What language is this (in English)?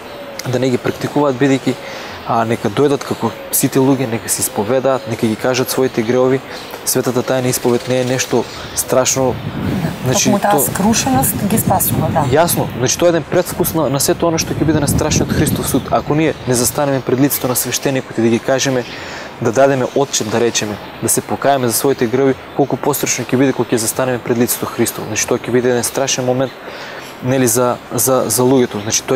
Macedonian